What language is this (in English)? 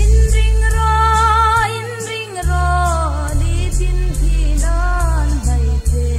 Hmar